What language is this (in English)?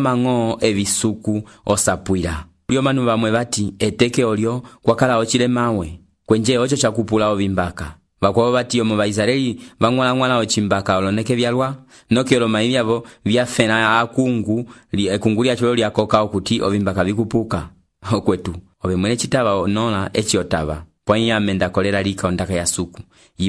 Umbundu